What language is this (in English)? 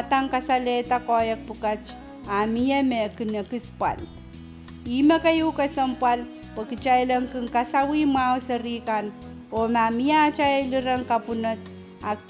Pohnpeian